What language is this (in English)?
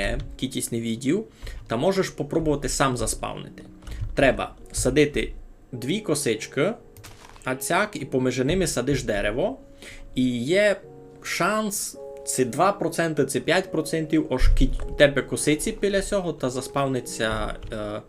Rusyn